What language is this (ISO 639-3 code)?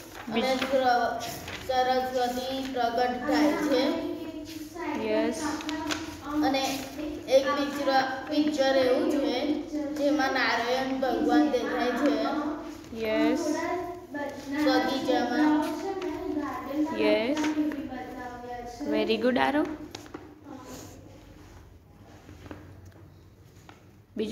guj